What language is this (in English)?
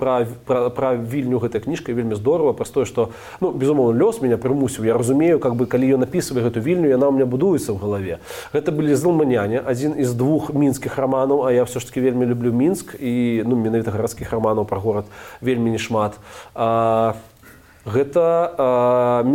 Belarusian